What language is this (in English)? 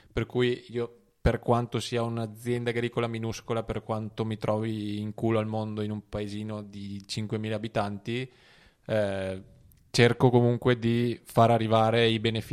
Italian